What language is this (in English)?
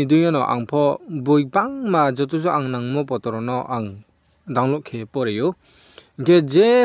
Riang (India)